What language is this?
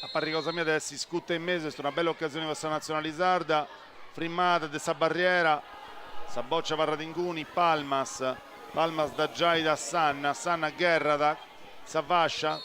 Sardinian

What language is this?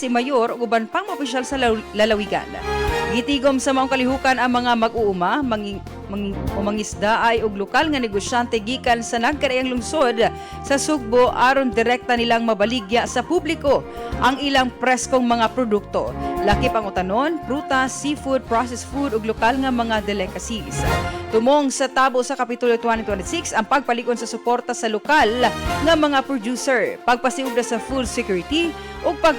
Cebuano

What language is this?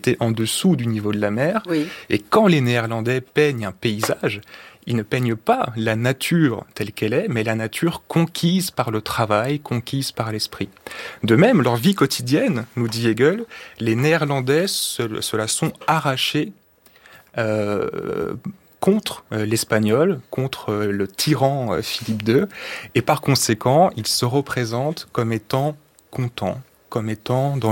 French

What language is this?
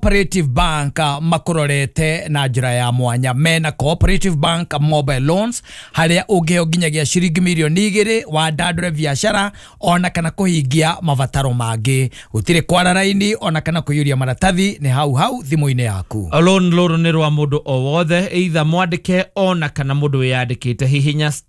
Kikuyu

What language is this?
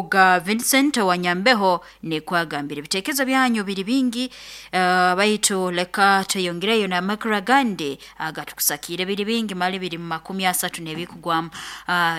Nyankole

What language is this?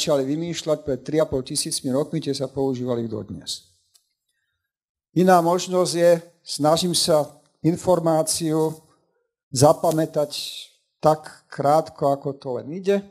Slovak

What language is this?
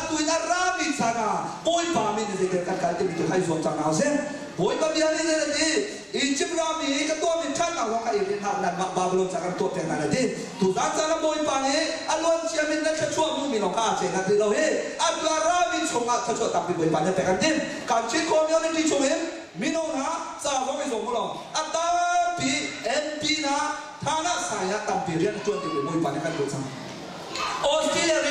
Hakha Chin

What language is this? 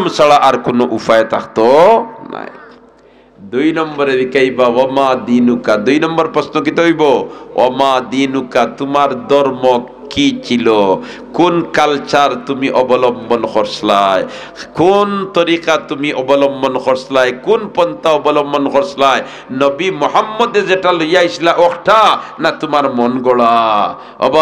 Sylheti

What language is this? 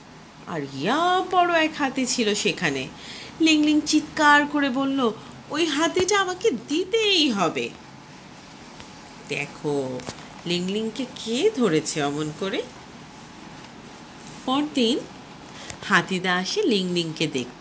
Bangla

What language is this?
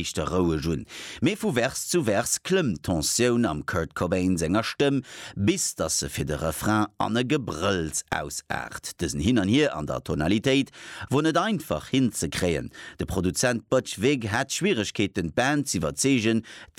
Luxembourgish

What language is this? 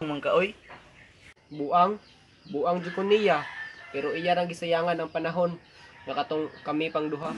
Cebuano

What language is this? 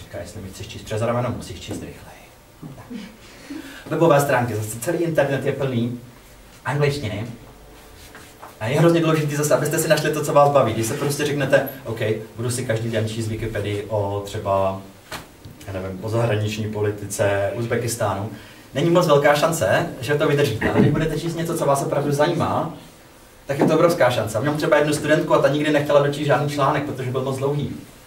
Czech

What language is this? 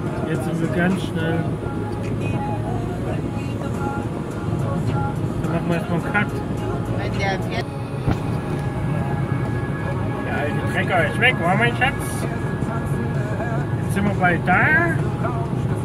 German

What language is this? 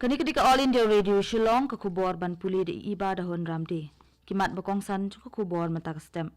Khasi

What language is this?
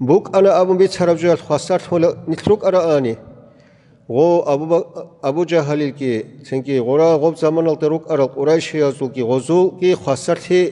Avaric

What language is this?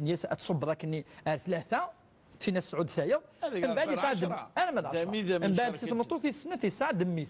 Kabyle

